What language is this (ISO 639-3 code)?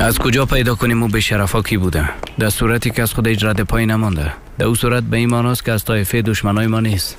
fas